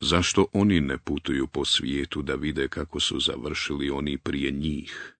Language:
Bosnian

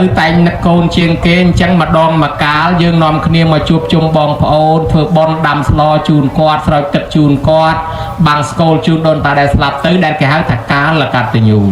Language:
Khmer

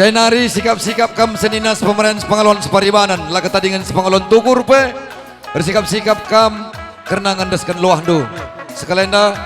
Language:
Batak Karo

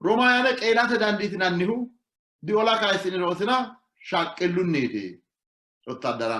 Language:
Sidamo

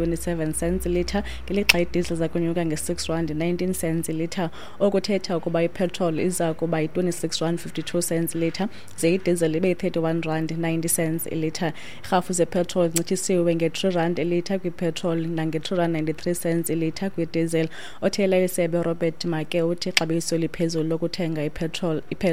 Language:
Xhosa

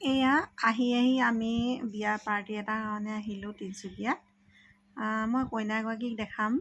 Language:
Assamese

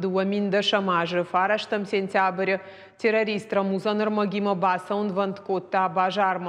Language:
Ossetic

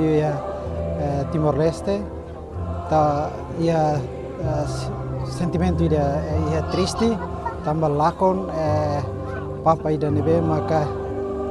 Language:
Tetum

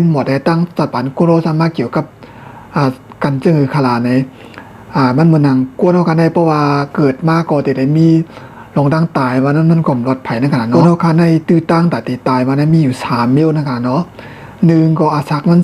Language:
Shan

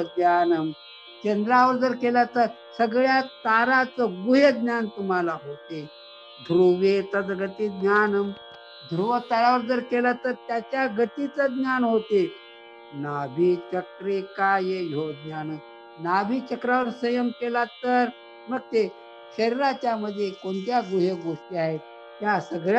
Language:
Marathi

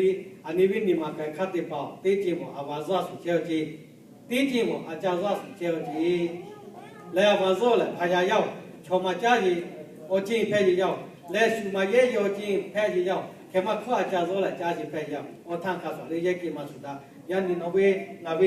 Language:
Lahu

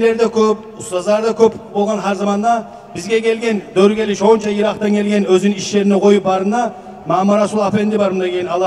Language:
Kumyk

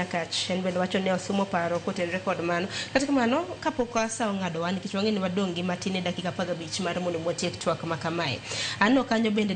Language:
Luo (Kenya and Tanzania)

